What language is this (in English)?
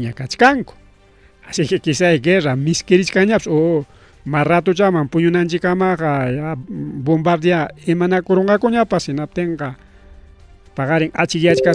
Ayacucho Quechua